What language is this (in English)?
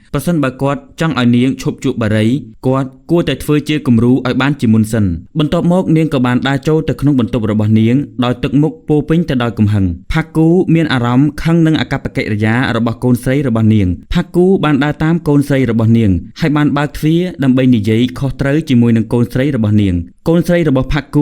Khmer